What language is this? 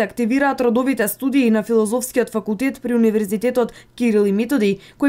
Macedonian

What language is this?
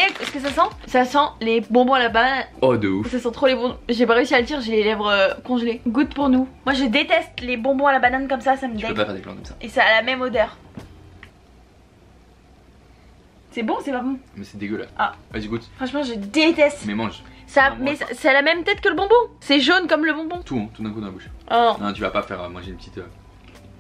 French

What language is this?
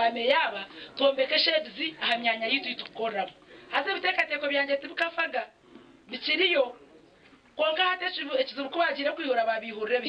Nyankole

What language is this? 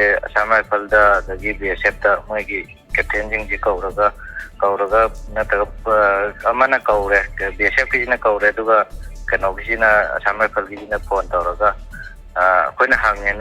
Manipuri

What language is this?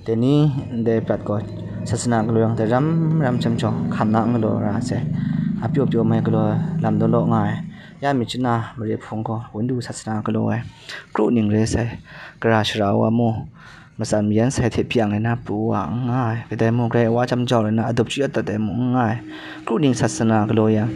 Kachin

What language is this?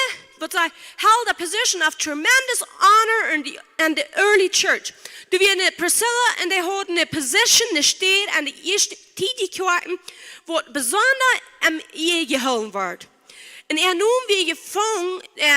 Plautdietsch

